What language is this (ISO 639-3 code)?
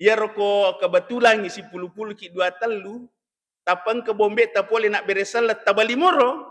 bug